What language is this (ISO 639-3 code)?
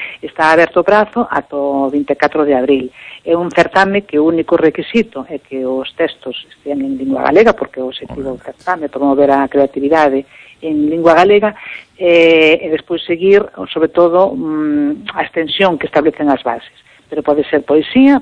glg